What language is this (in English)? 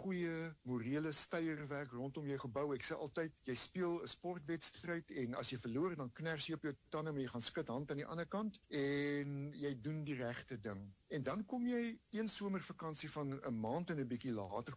Afrikaans